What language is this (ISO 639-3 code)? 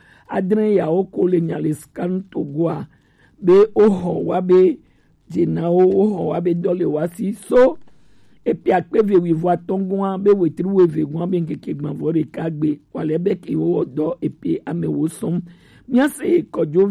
gej